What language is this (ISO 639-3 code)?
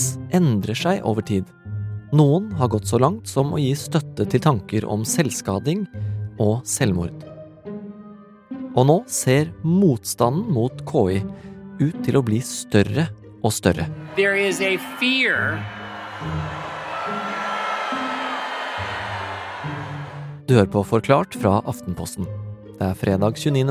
nor